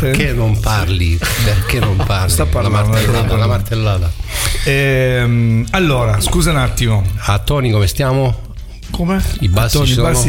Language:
Italian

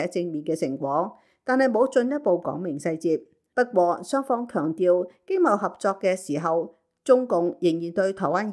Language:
Cantonese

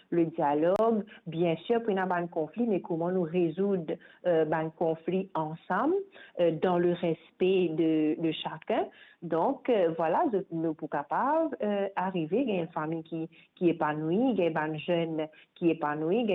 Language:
Morisyen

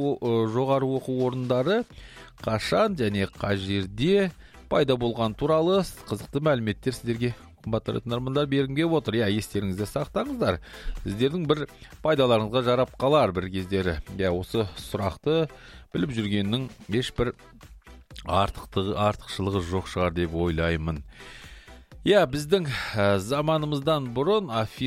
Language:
Kazakh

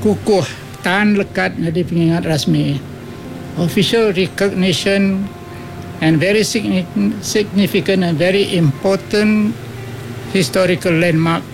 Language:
Iban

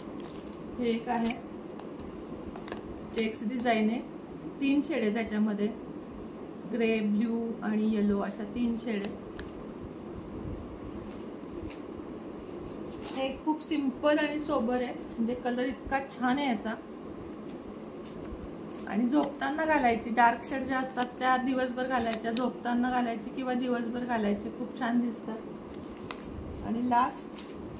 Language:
Marathi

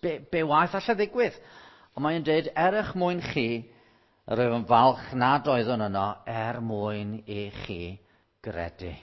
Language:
Welsh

